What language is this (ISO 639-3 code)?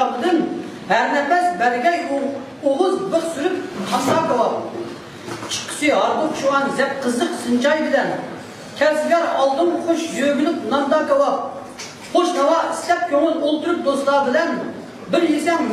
uig